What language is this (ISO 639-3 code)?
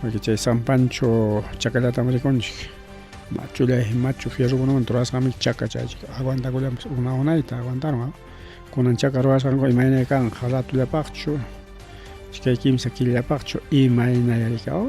quy